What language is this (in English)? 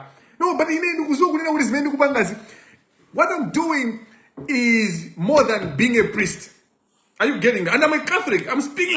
Nyanja